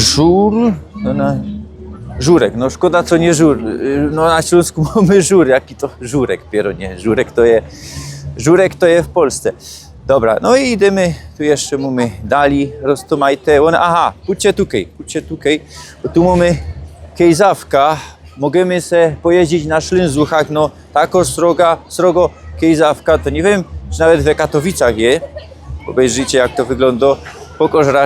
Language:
Silesian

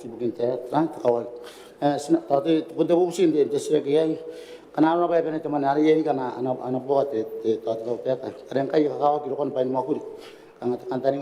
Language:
Gilbertese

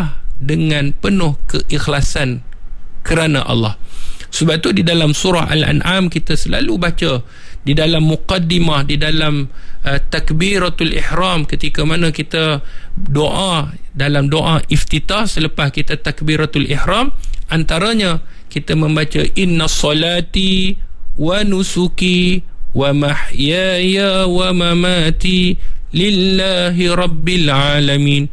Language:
Malay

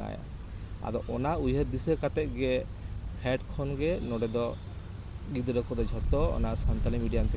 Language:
Santali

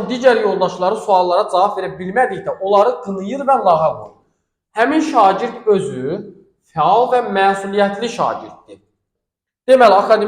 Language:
Azerbaijani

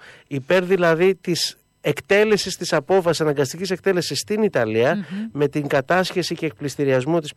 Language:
Greek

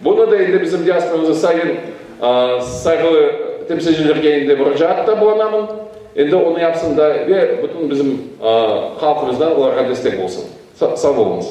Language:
Crimean Tatar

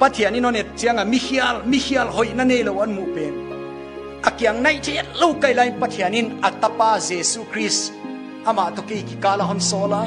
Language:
Paite Chin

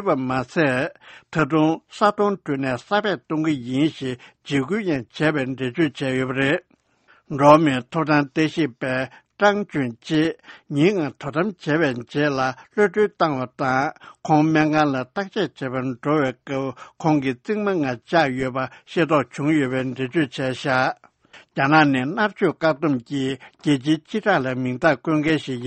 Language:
Tibetan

